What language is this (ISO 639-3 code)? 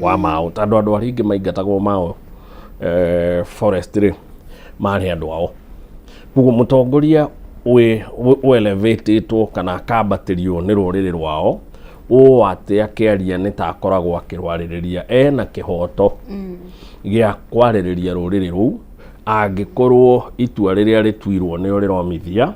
kik